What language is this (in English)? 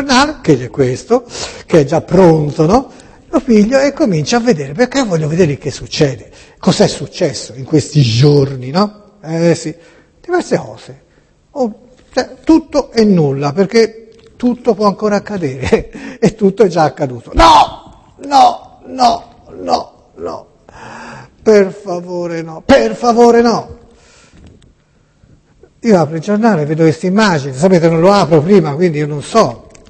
Italian